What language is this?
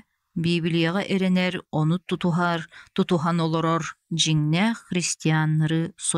Yakut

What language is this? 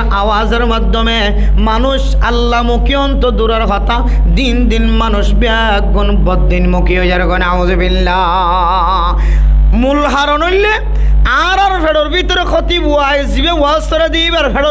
Rohingya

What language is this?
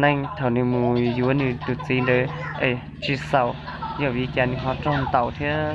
Hmong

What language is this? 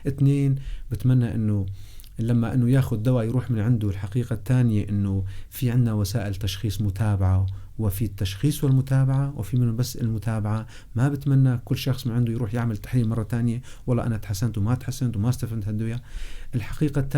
North Levantine Arabic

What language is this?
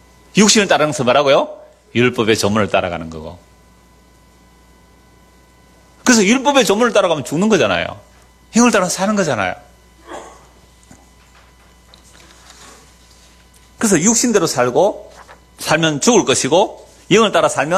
Korean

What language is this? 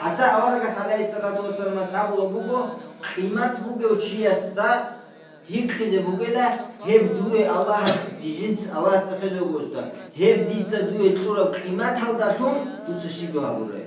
Avaric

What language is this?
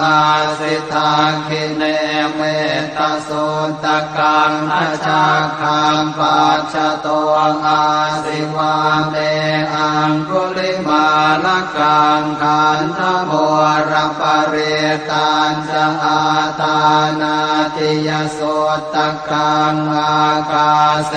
Pali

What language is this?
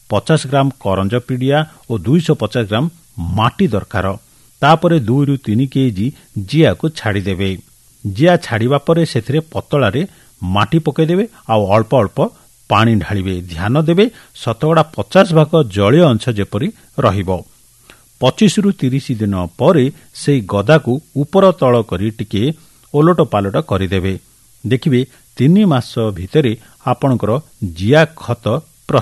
Odia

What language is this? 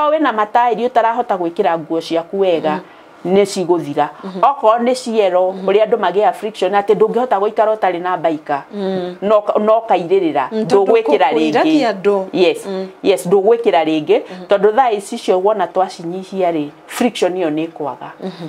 Kikuyu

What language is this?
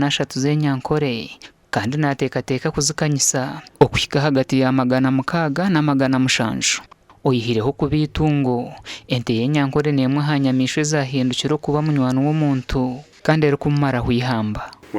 Nyankole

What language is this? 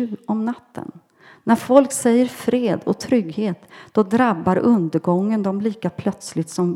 Swedish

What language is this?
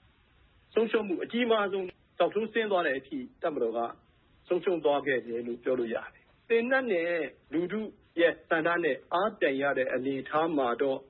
Burmese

